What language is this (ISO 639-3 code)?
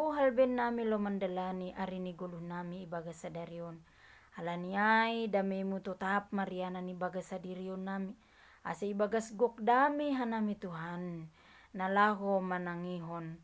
bts